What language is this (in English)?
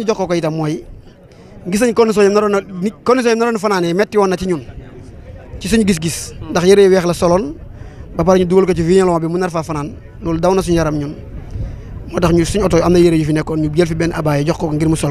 Wolof